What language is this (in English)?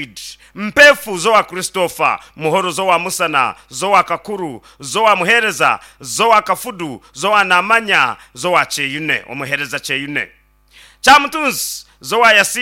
Nyankole